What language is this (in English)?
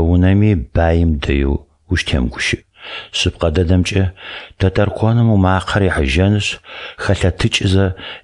Adyghe